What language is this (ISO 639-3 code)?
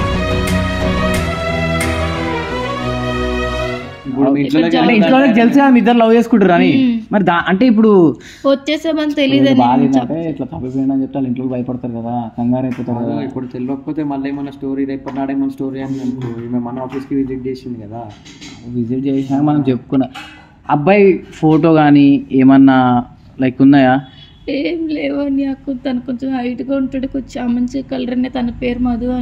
tel